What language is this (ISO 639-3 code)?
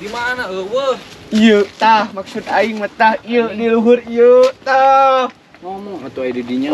sun